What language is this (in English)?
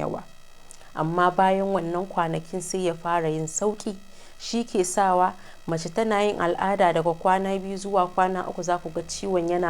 Hausa